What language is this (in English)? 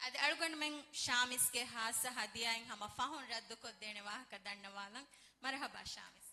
Divehi